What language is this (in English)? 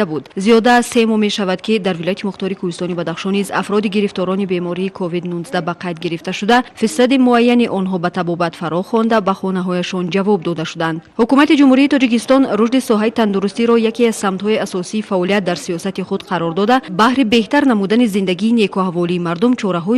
Tajik